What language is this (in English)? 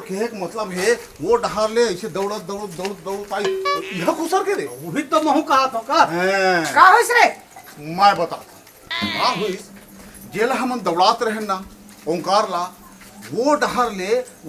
Chhattisgarhi